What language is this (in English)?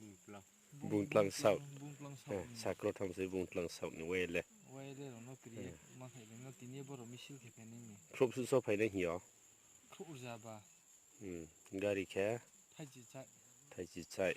Riang (India)